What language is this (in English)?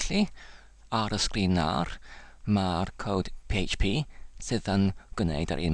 Welsh